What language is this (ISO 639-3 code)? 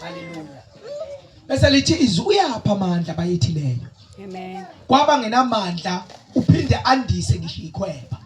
zul